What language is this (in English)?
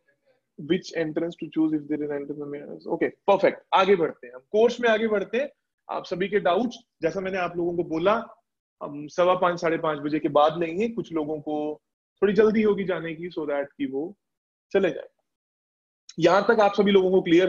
Hindi